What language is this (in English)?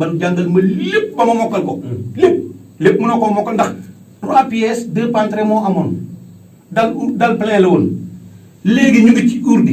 Wolof